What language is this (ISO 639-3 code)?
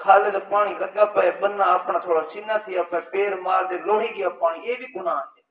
skr